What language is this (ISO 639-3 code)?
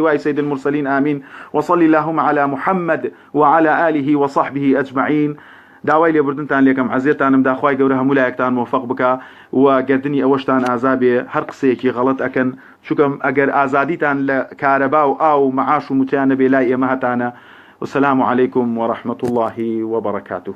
ckb